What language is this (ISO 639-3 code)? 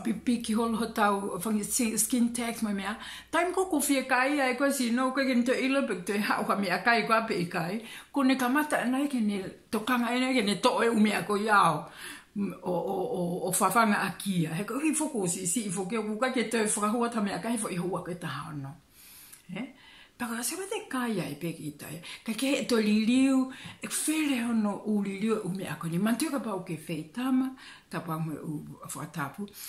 ton